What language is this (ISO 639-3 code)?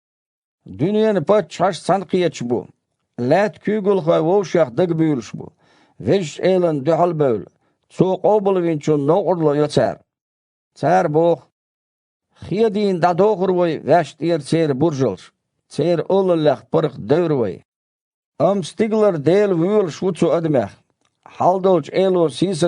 che